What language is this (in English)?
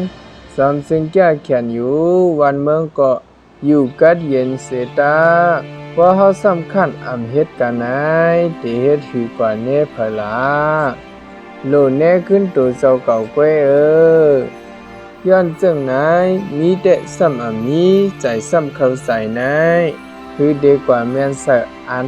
Shan